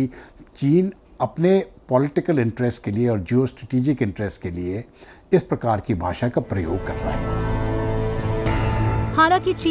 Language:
Hindi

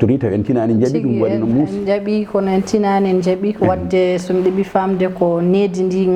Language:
Fula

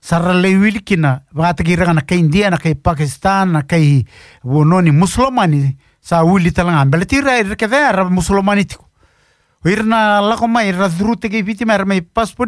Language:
Fijian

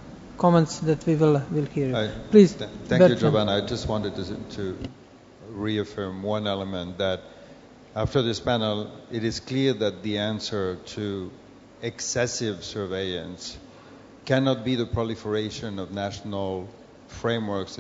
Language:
English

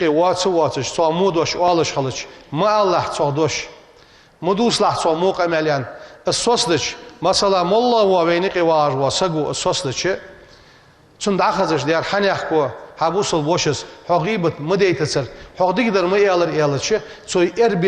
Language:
Ingush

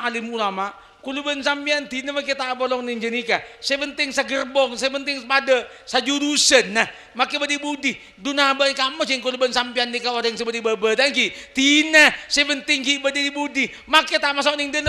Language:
Madurese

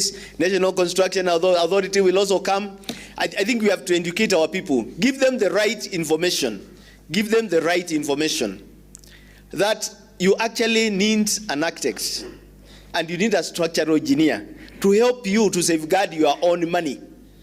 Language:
Gusii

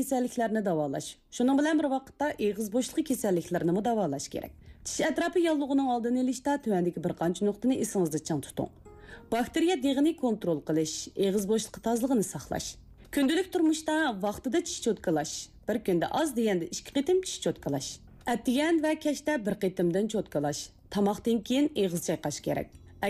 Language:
Uyghur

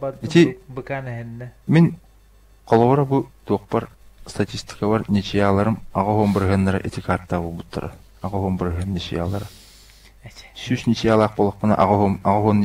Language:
Yakut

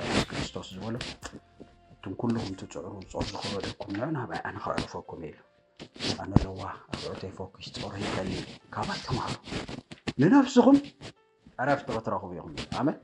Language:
Tigrinya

